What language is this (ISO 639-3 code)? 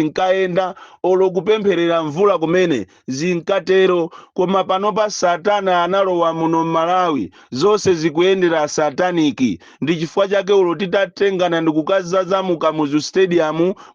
nya